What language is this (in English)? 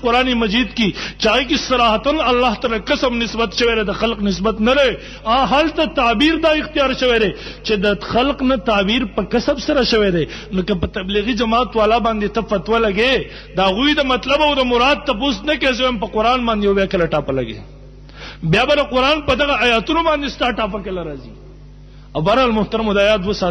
Pashto